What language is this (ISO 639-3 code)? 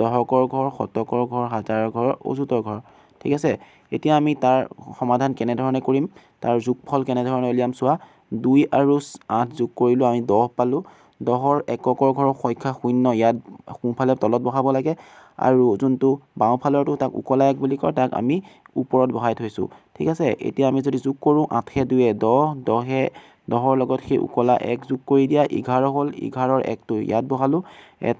asm